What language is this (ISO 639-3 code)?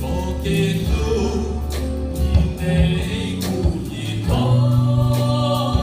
hmn